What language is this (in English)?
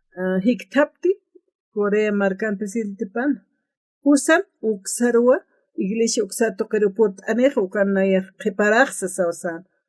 Aymara